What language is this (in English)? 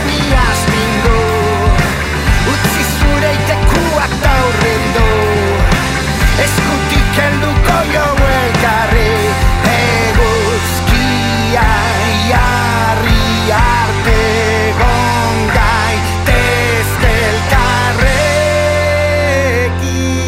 Basque